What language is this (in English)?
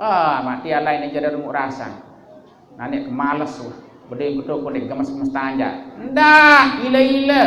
Sasak